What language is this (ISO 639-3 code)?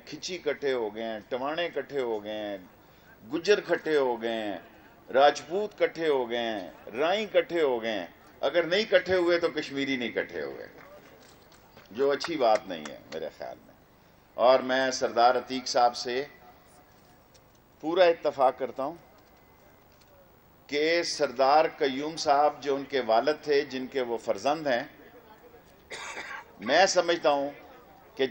urd